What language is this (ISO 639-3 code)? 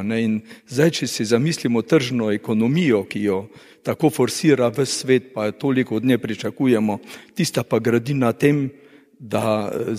slv